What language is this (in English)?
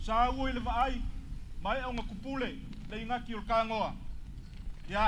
Samoan